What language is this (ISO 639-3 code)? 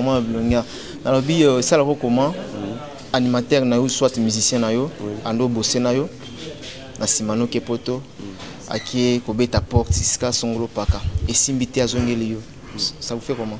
lin